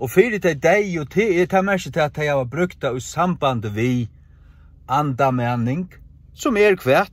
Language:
Faroese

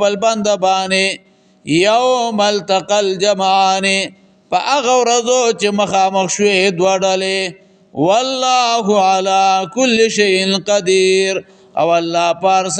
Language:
Pashto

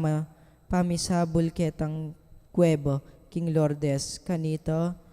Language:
Pampanga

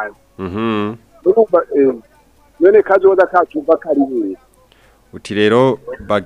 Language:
Rundi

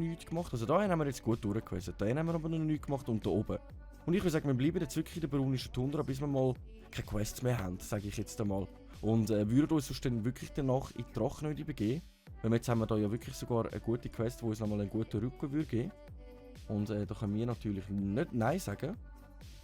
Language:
Swiss German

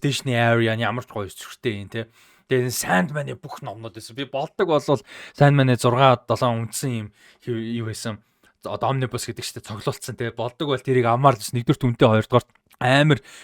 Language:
Mongolian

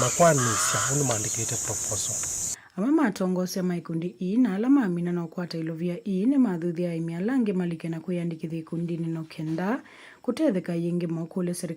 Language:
Kamba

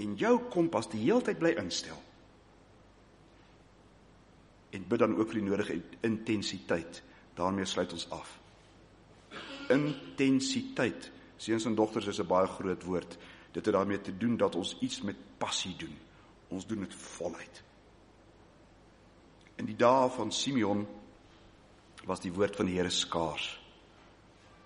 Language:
Afrikaans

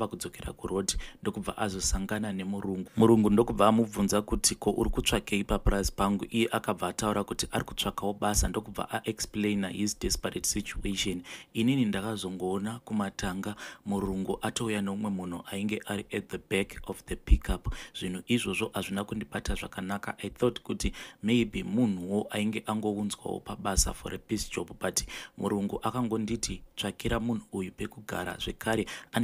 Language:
Shona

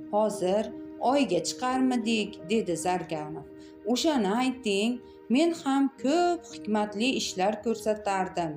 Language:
Uzbek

